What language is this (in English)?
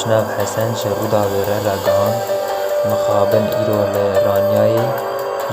Kurdish